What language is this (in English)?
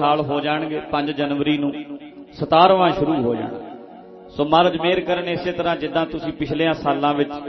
Punjabi